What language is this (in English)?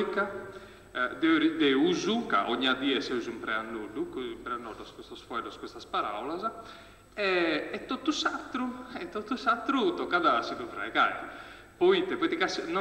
Sardinian